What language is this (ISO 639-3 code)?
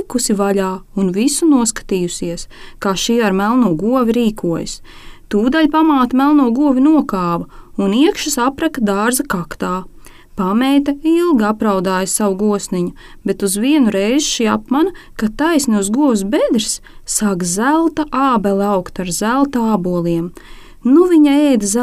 lav